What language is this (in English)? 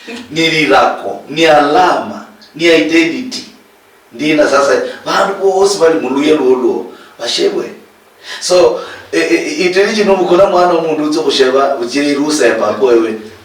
Luyia